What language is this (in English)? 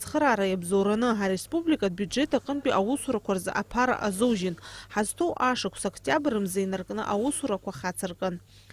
Abkhazian